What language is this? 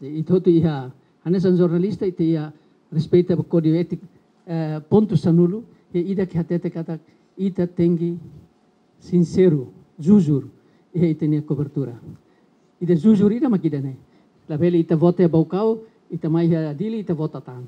Tetum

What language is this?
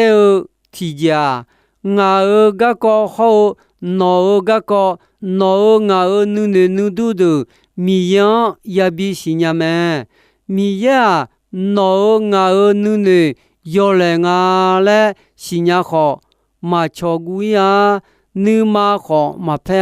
Akha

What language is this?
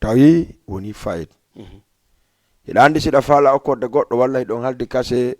Fula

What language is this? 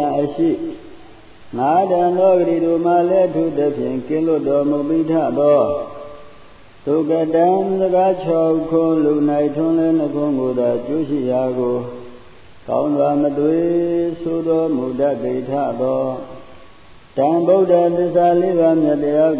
Burmese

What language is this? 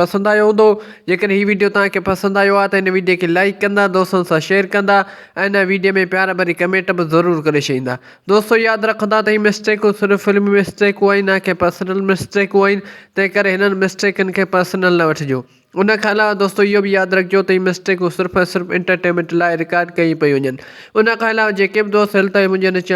Sindhi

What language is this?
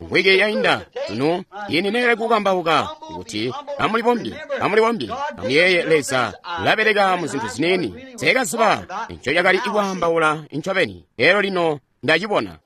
Tonga (Zambia)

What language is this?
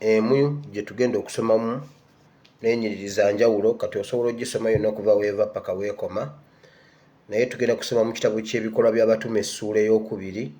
Ganda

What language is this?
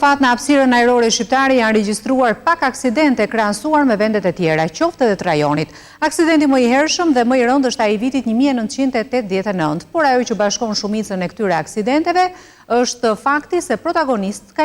Albanian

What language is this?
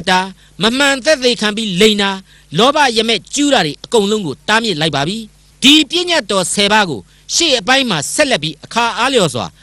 Burmese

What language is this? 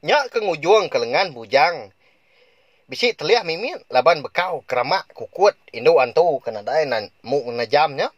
Iban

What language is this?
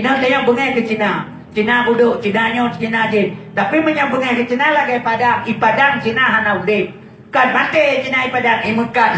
Achinese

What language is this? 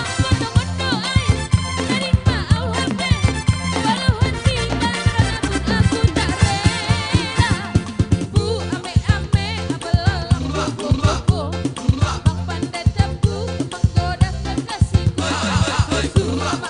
Batak Simalungun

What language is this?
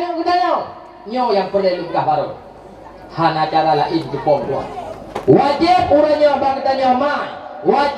Achinese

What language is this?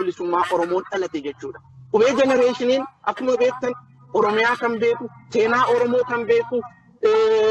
Oromo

